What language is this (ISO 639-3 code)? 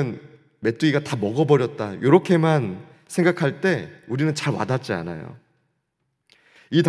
kor